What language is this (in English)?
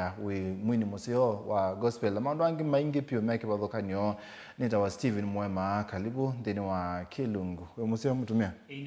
Kamba